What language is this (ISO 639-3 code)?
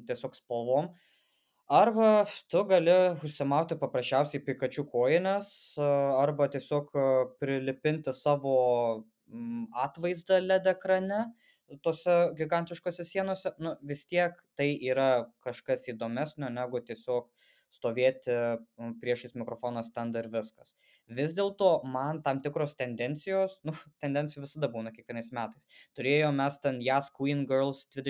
lit